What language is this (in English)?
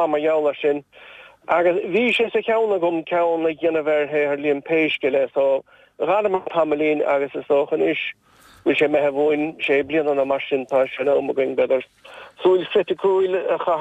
Irish